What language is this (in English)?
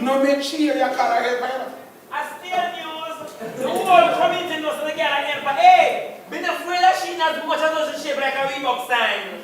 Jamaican Creole English